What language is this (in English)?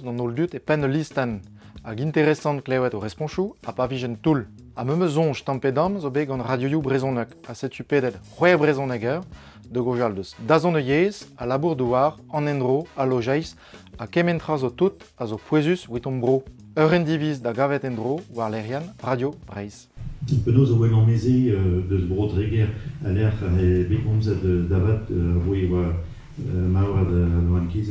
Breton